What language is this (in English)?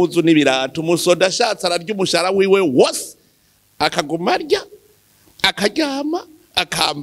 Rundi